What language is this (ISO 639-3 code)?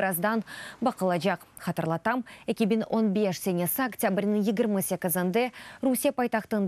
crh